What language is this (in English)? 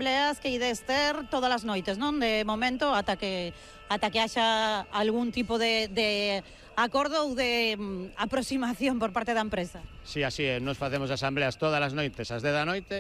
Galician